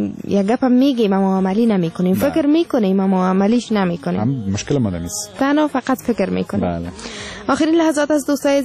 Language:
Persian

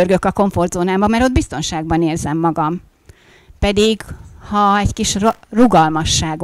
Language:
Hungarian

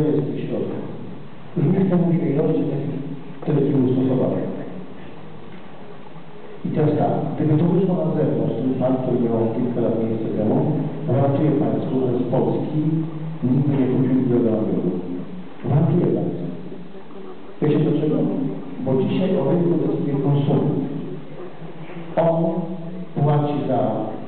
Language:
Polish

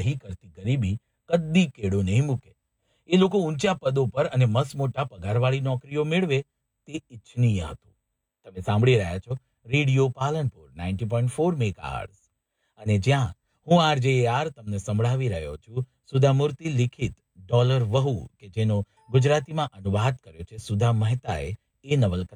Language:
Gujarati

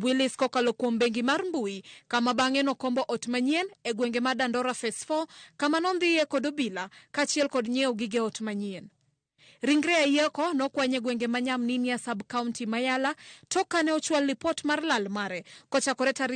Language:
Luo (Kenya and Tanzania)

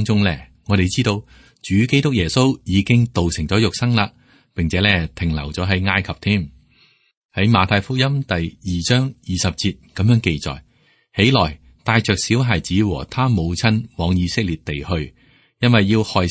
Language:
Cantonese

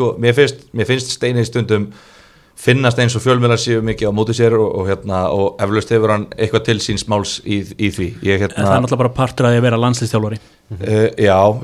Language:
Icelandic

